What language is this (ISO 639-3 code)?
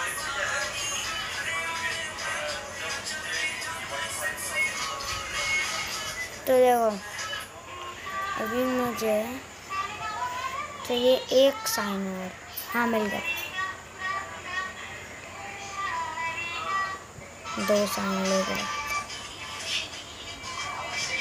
hin